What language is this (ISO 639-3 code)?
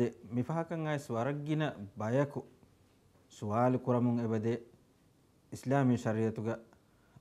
div